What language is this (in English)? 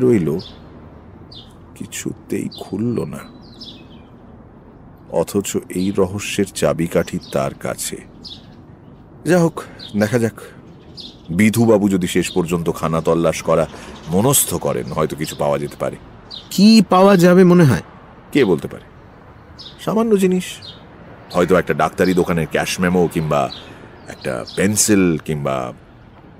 Bangla